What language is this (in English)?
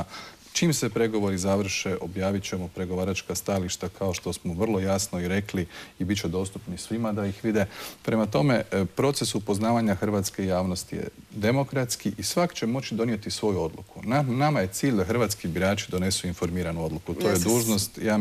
Croatian